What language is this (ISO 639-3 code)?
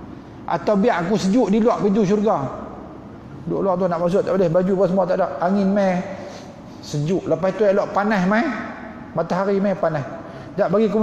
msa